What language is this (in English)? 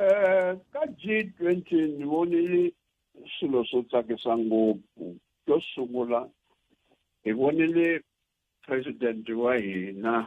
Tsonga